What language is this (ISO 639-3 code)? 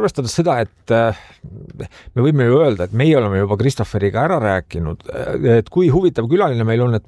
est